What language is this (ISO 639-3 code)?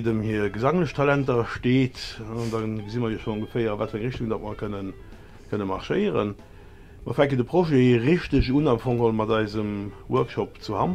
ltz